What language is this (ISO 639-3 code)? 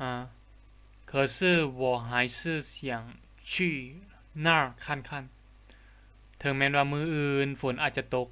lao